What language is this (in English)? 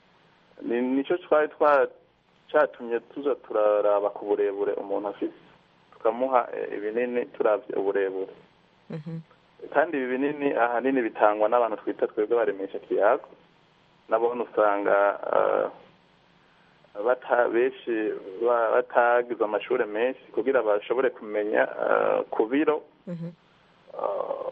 Kinyarwanda